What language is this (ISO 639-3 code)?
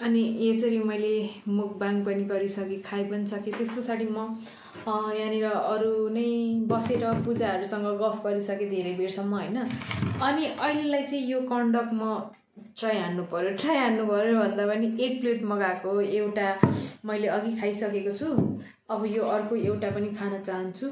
nep